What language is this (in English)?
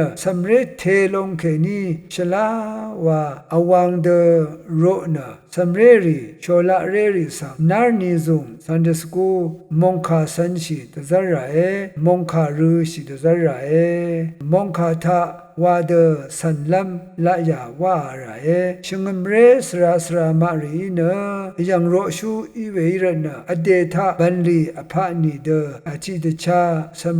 Rawang